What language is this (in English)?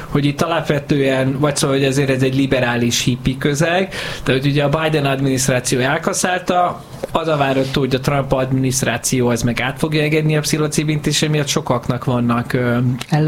Hungarian